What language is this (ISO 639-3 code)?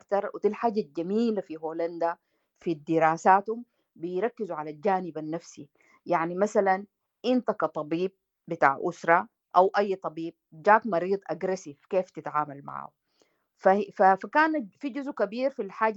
apd